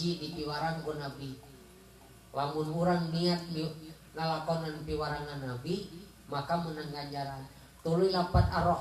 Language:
Sundanese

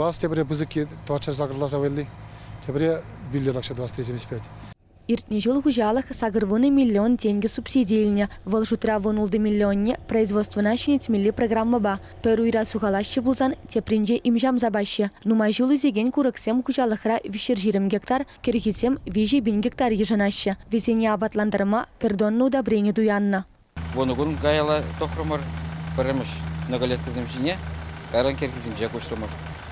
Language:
Chuvash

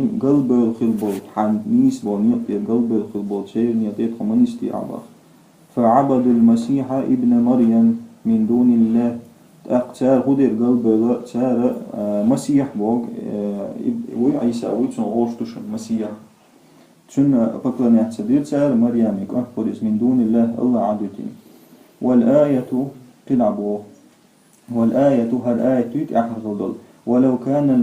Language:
Chechen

